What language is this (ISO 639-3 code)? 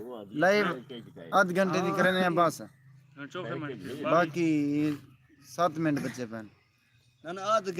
skr